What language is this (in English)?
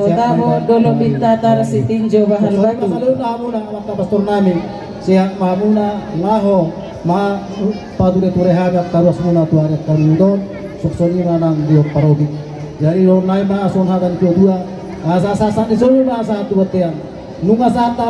Batak Toba